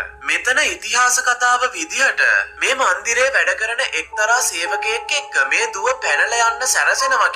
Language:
Sinhala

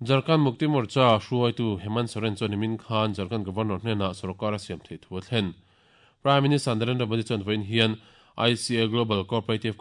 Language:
Mizo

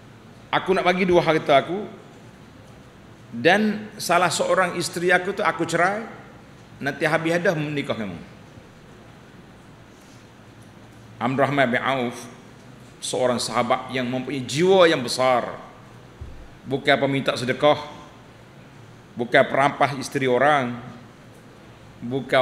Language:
Malay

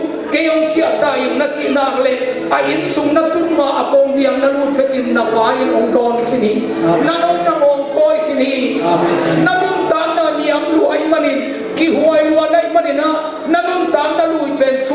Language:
Tedim Chin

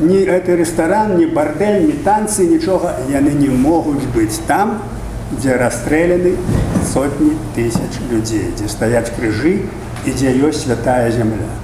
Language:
Belarusian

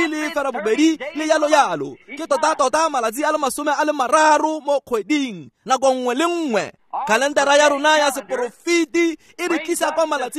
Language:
Tswana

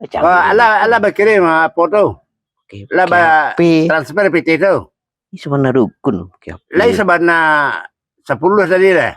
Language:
Minangkabau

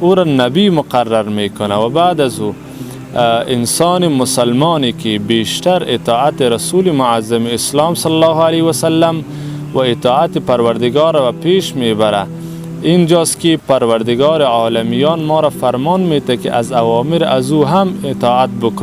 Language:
Persian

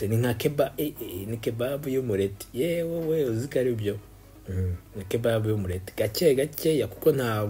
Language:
Kinyarwanda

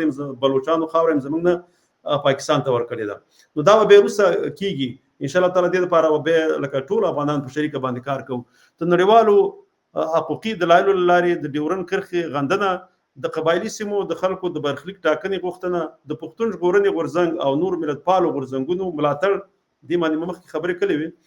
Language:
Pashto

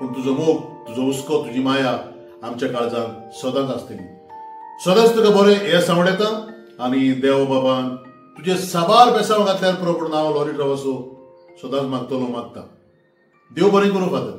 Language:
Konkani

